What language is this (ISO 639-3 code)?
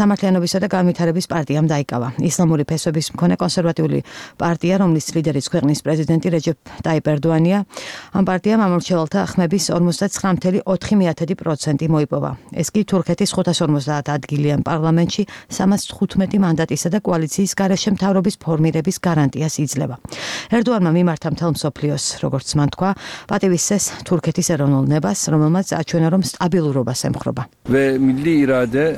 kat